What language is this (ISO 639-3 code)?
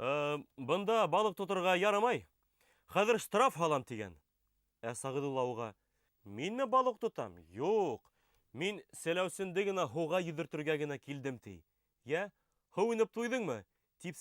bak